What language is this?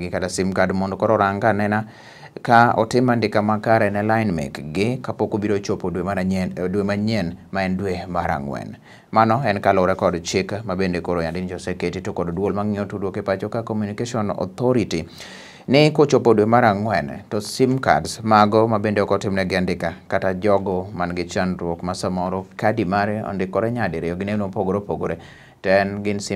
Luo (Kenya and Tanzania)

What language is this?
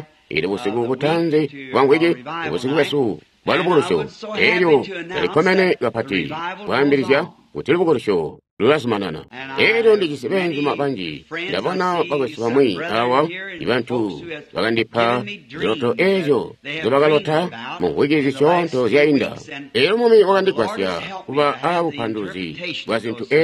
Tonga (Zambia)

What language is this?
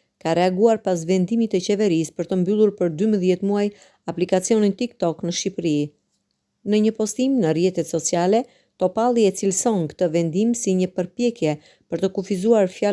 Albanian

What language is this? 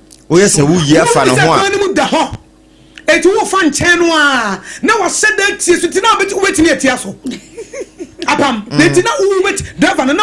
Akan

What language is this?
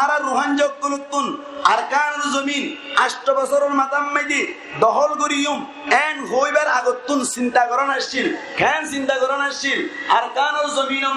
Rohingya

